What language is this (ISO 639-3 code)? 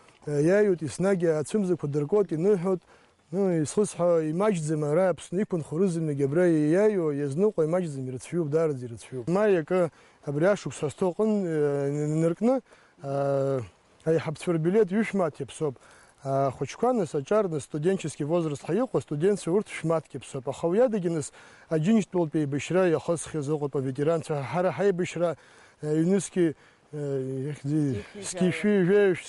abk